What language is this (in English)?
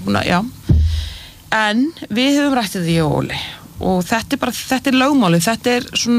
Icelandic